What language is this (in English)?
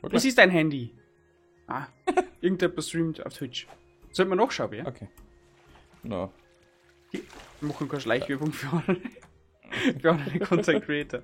Bavarian